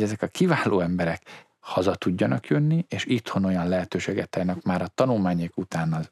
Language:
Hungarian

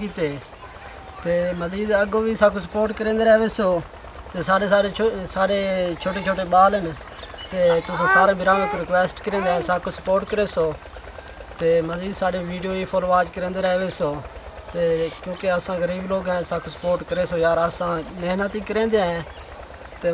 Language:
Saraiki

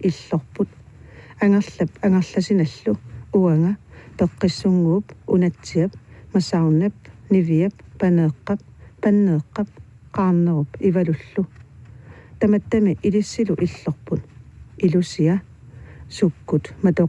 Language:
Kalaallisut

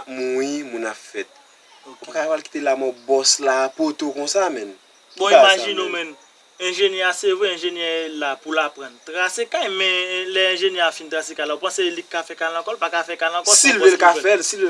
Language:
Haitian Creole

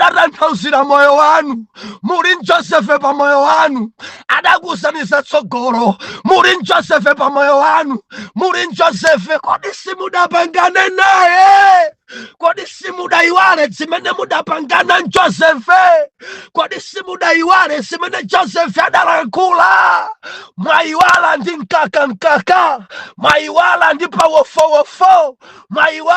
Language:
Nyanja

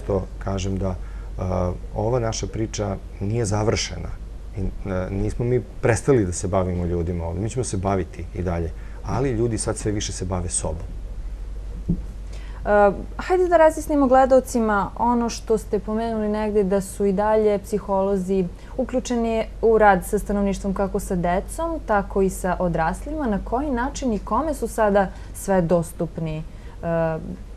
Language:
Serbian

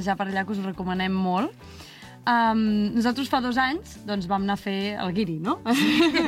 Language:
Catalan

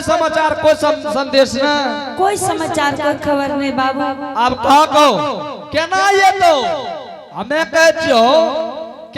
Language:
Angika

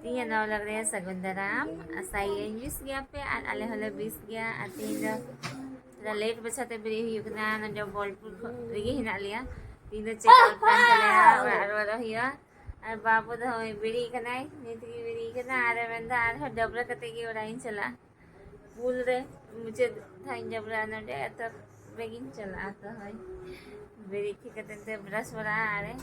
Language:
Santali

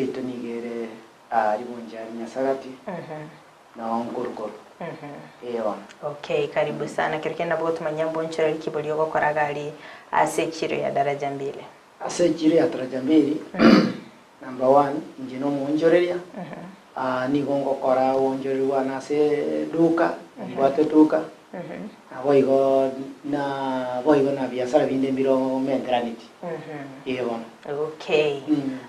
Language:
Gusii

